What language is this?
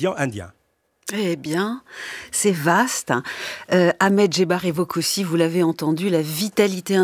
French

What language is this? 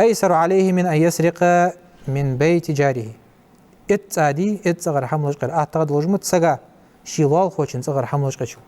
Ingush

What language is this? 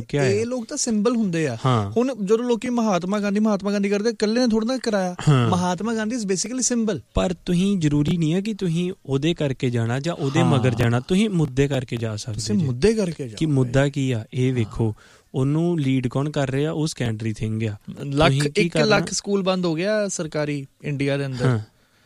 Punjabi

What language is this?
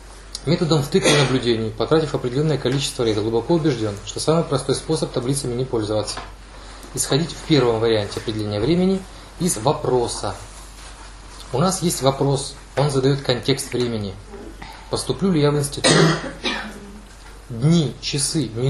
Russian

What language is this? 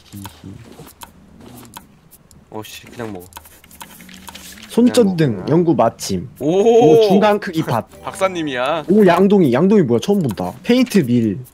Korean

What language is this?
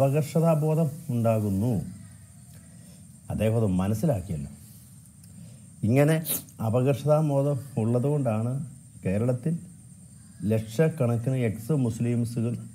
Malayalam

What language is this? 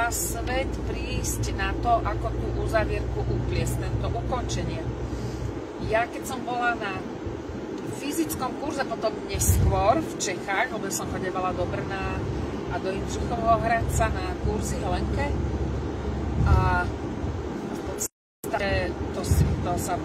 Slovak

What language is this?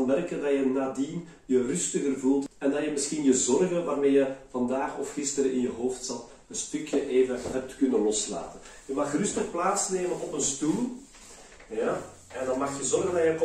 Dutch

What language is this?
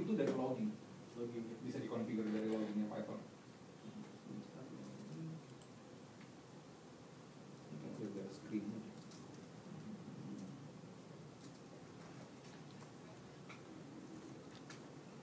Indonesian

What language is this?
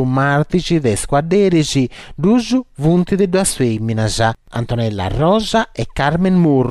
Sardinian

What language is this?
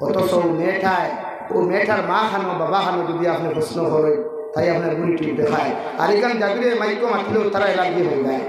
Sylheti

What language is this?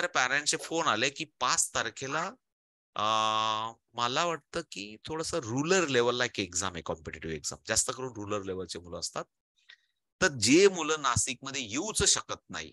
Marathi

